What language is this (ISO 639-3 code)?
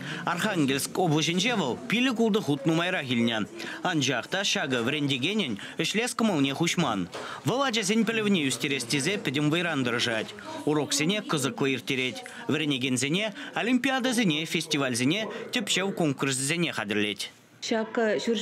chv